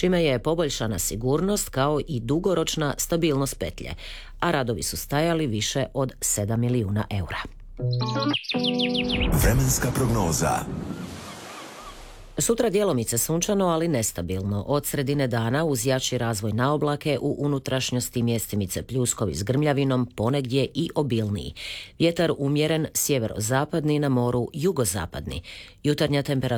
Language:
Croatian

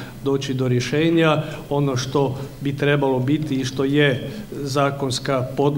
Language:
Croatian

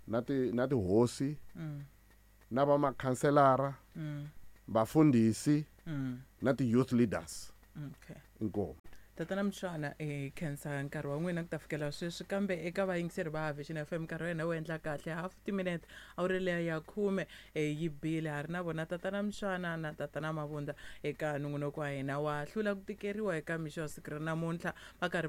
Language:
Tsonga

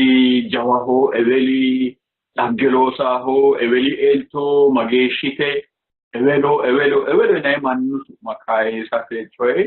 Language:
Sidamo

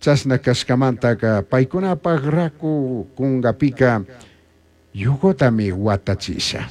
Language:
Chimborazo Highland Quichua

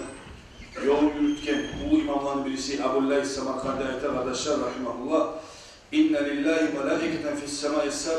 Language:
Kumyk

